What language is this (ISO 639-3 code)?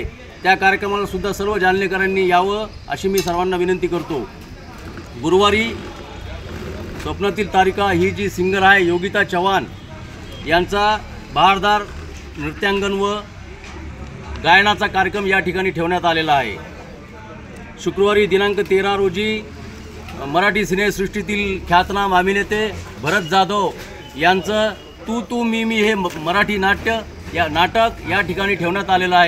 mar